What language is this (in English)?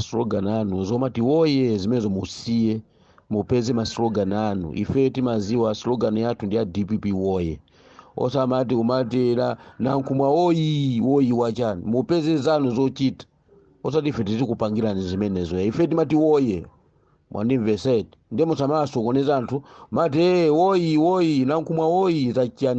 Nyanja